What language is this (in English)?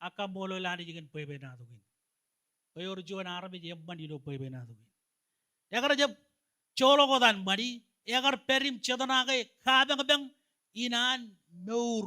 Marshallese